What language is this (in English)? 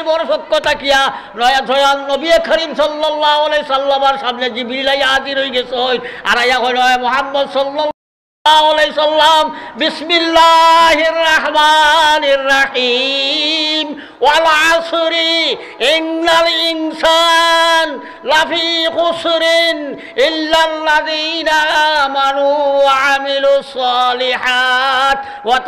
Sylheti